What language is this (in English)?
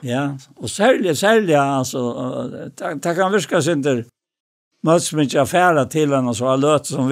Faroese